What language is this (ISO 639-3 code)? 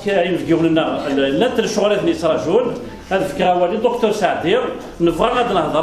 kab